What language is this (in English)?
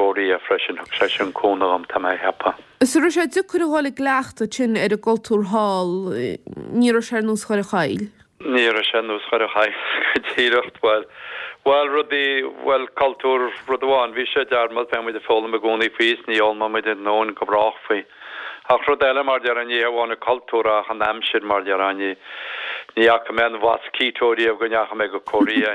Irish